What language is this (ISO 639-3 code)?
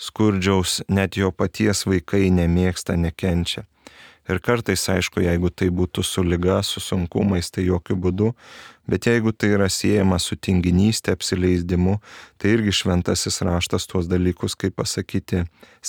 lit